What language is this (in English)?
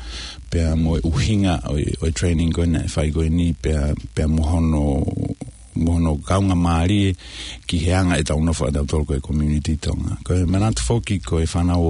Tongan